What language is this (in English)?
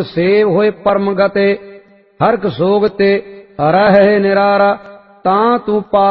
Punjabi